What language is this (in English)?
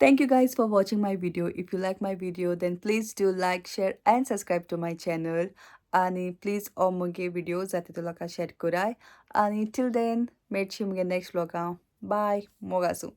Konkani